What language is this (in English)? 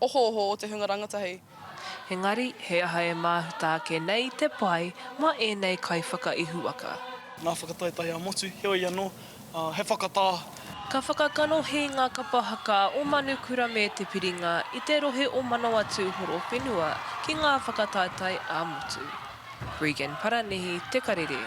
Māori